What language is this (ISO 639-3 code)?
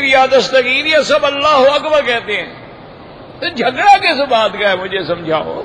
urd